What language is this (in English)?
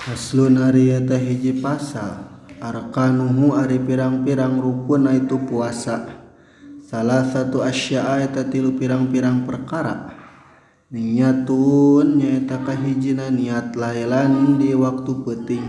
Sundanese